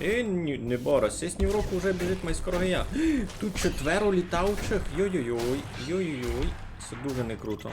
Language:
Rusyn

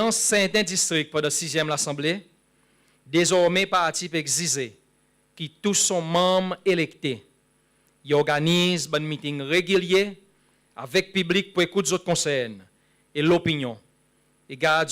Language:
Seselwa Creole French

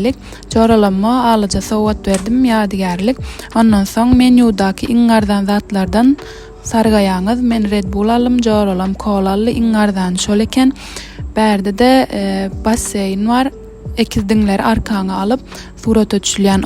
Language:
Turkmen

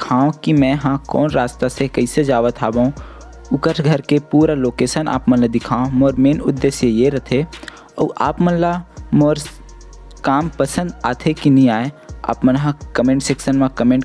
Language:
Chhattisgarhi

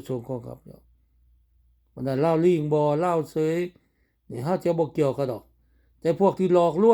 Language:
Lao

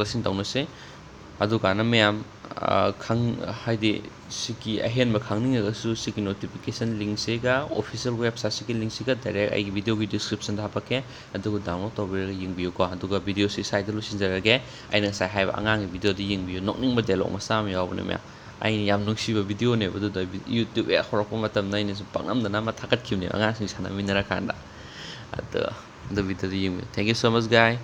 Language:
Manipuri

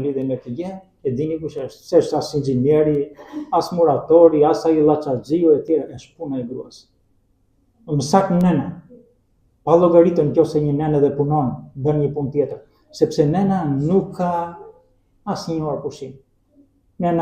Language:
Albanian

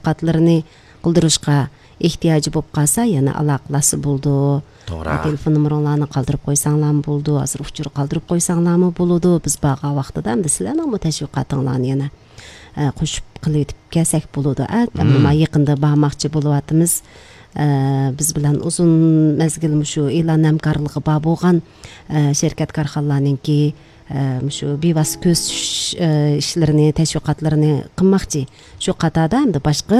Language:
Uyghur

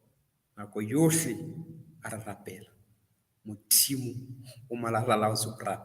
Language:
Southern Sotho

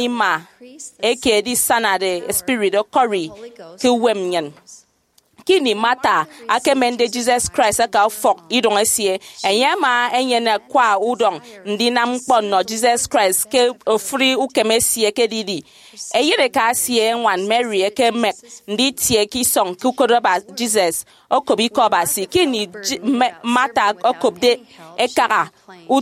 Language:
Efik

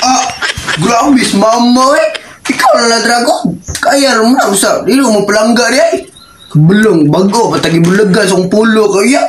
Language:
Cebuano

